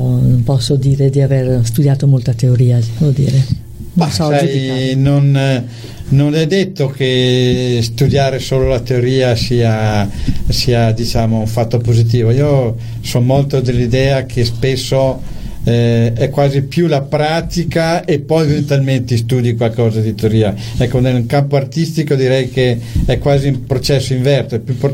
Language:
Italian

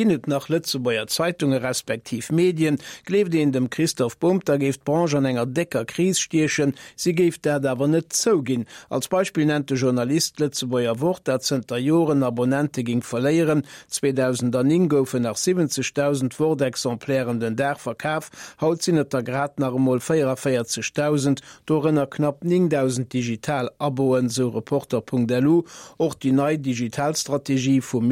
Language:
Luxembourgish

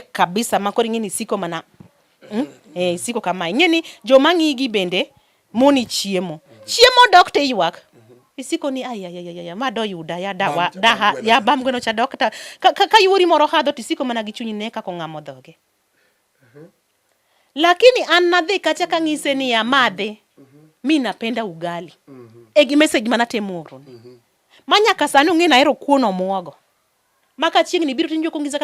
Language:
Luo (Kenya and Tanzania)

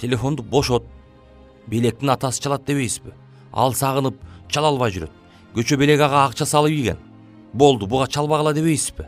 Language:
Kyrgyz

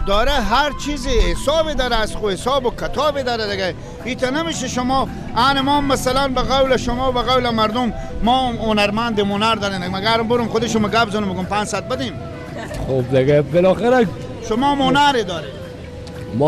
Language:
Persian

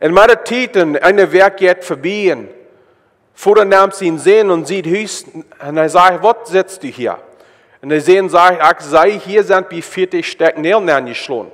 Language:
Plautdietsch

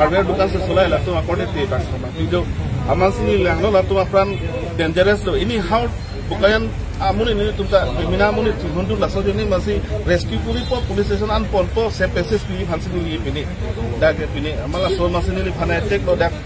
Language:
Karbi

